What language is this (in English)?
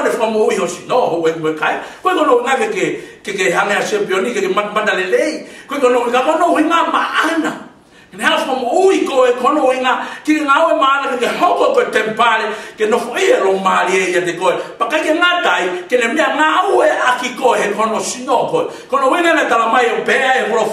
Tongan